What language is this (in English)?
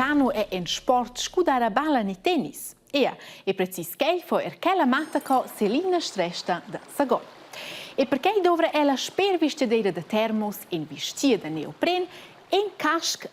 Romansh